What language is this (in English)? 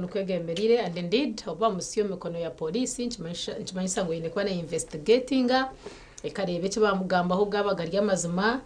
Nyankole